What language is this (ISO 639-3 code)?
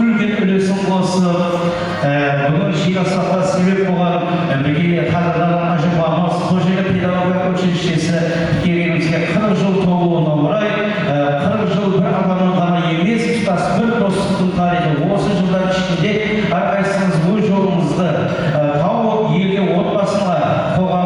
kaa